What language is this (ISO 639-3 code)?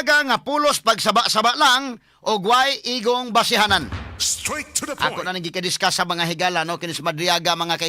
ceb